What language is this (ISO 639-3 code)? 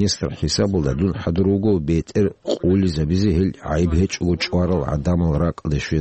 ava